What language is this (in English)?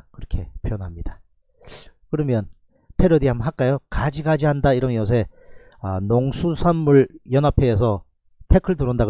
Korean